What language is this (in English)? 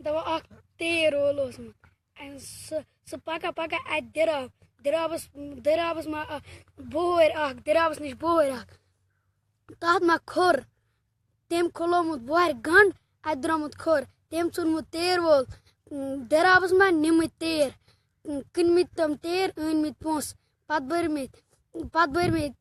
Kashmiri